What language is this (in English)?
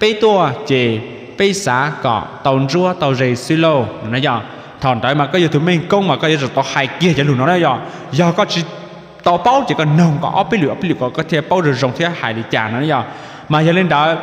Hmong